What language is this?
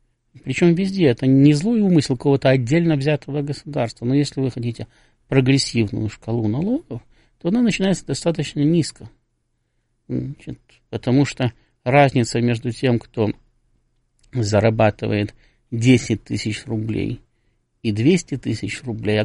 Russian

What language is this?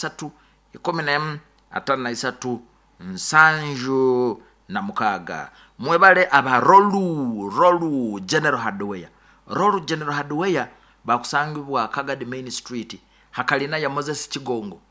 Nyoro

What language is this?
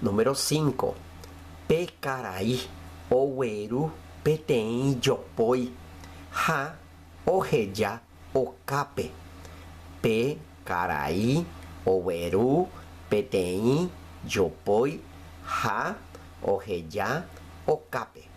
Guarani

